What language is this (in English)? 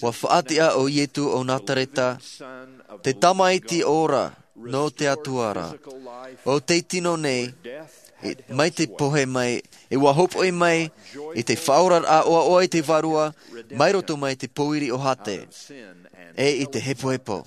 Tahitian